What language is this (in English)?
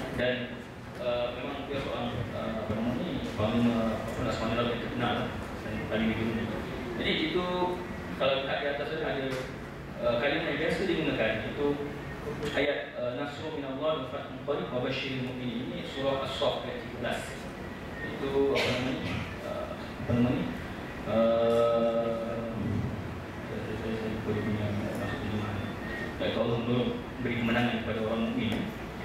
Malay